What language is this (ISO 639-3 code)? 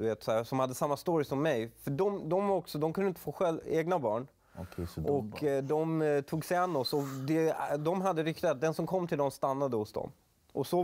swe